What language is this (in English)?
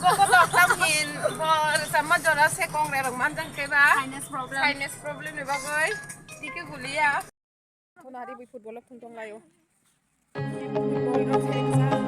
Kok Borok